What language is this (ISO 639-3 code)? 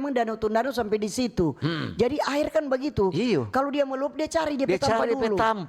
xmm